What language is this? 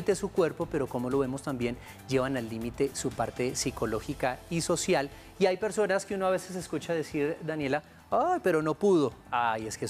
Spanish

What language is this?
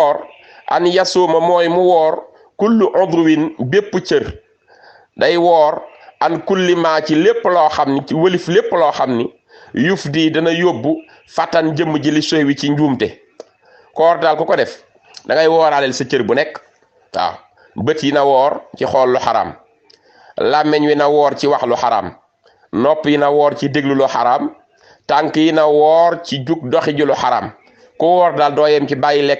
Wolof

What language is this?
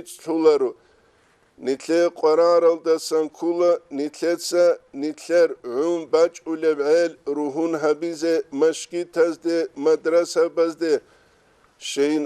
Avaric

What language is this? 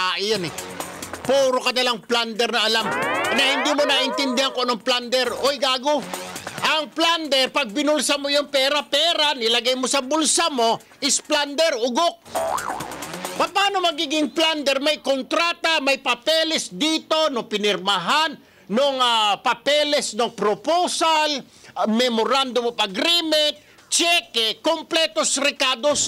Filipino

